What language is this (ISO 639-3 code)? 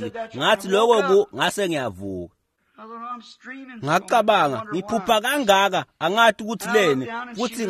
ssw